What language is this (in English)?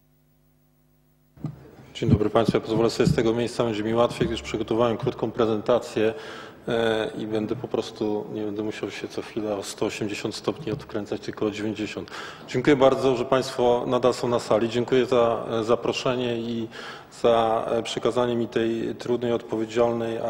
Polish